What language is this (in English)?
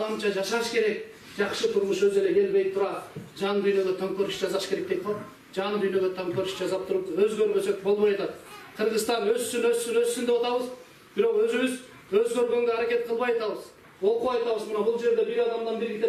Kyrgyz